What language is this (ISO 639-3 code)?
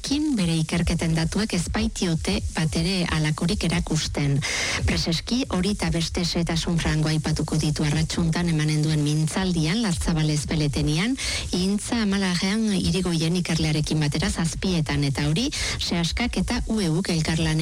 eus